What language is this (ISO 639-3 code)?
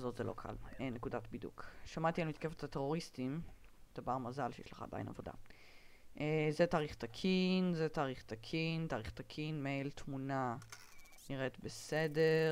heb